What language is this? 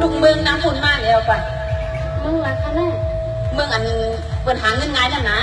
Shan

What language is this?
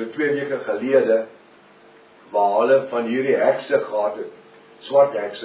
Afrikaans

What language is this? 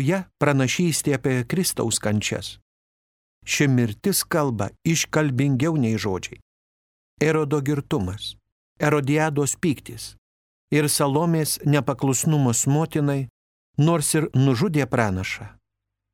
Lithuanian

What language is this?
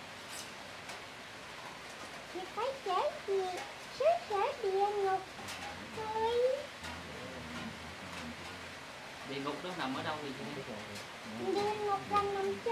Vietnamese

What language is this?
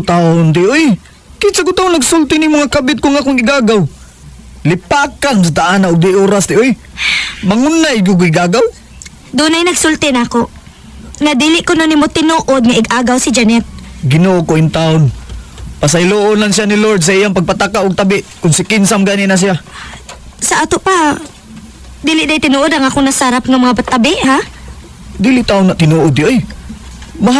Cebuano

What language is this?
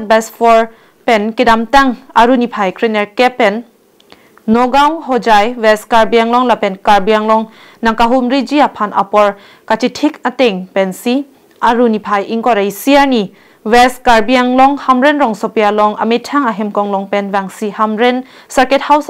Karbi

